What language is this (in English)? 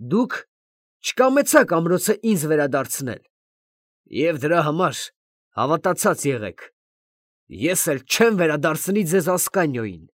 Armenian